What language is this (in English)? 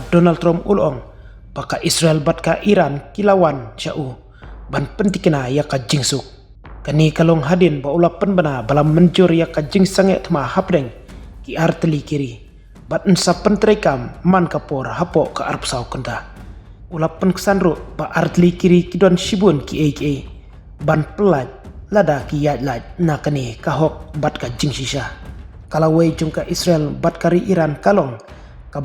Khasi